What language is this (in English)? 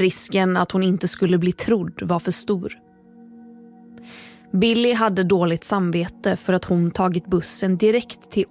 Swedish